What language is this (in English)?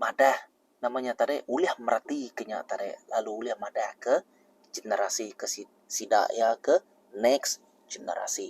Iban